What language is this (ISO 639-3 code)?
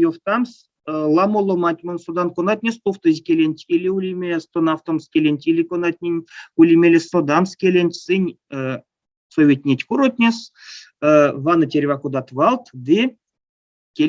myv